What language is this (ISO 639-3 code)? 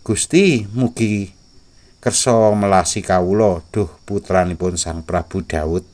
jav